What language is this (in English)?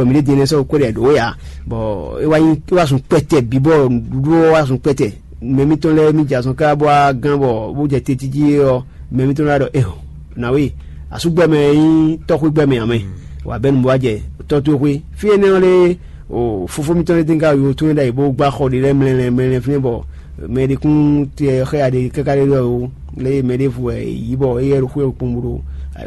Fon